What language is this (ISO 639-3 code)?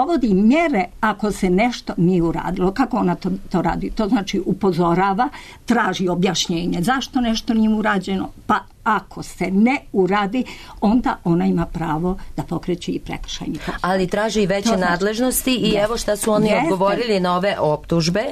srp